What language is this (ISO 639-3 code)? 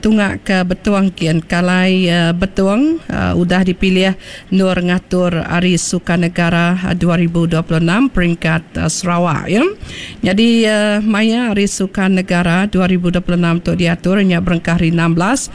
iba